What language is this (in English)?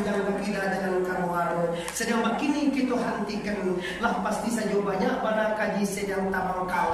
Minangkabau